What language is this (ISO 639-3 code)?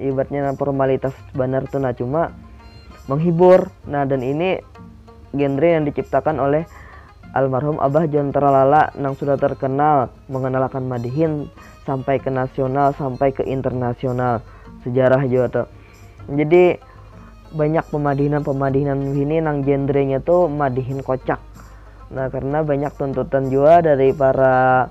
bjn